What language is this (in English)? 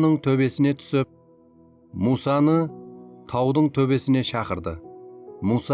Kara-Kalpak